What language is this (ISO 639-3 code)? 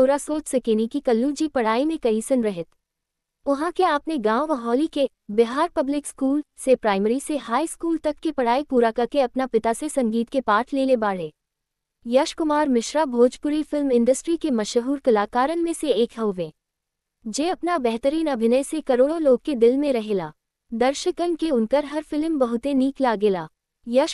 bho